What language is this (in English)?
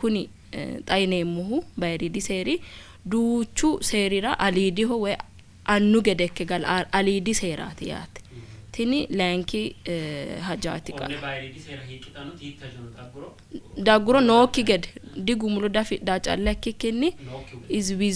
Sidamo